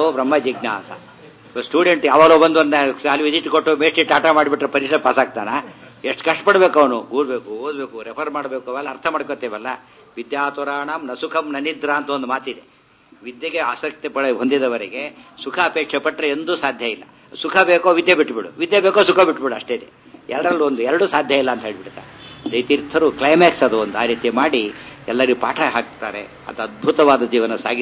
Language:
Kannada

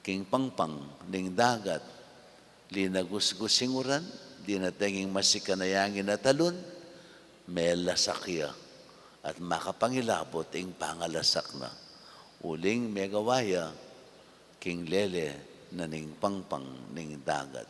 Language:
Pampanga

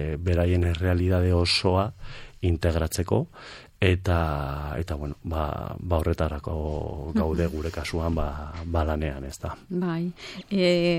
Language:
Basque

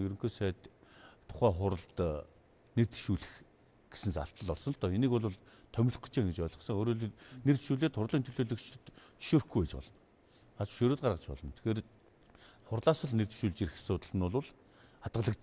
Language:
Mongolian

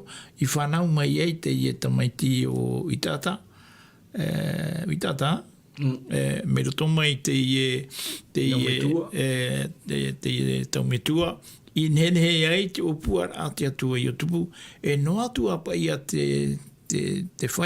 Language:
Tahitian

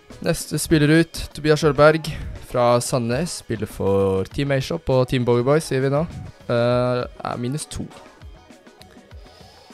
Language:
Norwegian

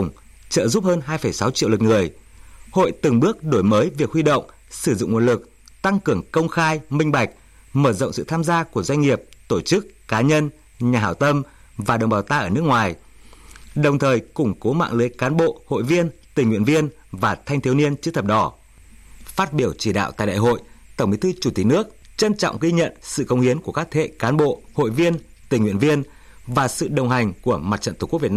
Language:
Vietnamese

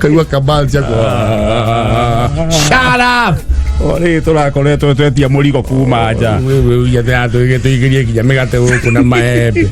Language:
Kikuyu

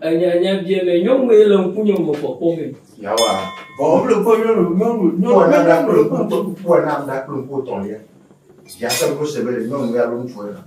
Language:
Ewe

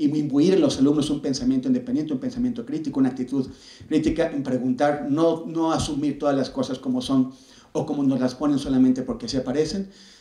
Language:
Spanish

